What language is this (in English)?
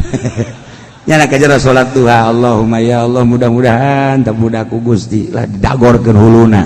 Sundanese